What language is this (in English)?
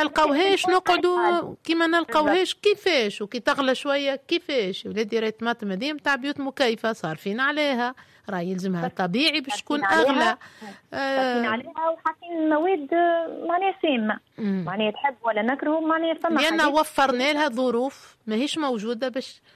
Tunisian Arabic